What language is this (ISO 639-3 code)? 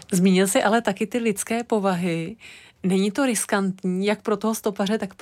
ces